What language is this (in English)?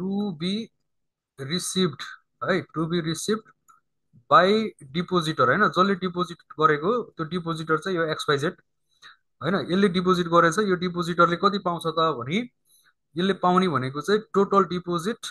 Nepali